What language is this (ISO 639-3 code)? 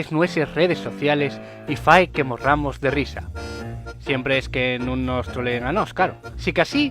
ast